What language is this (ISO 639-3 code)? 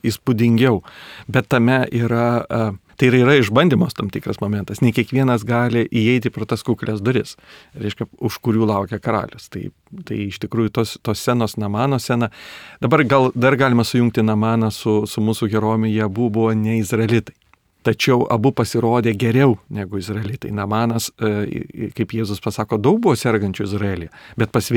lit